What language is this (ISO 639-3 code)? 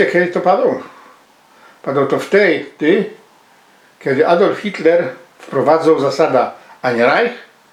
szl